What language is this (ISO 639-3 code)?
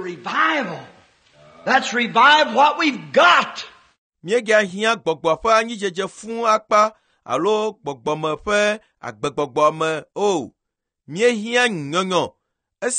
ewe